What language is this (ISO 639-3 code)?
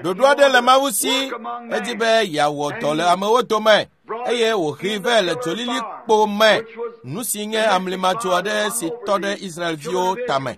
ewe